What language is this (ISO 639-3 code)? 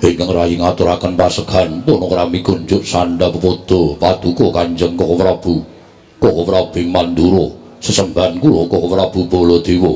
jav